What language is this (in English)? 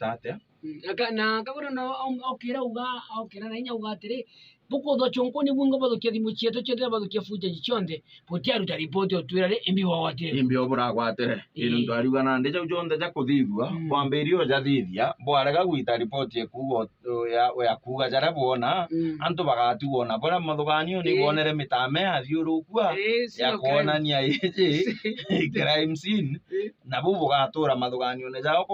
Meru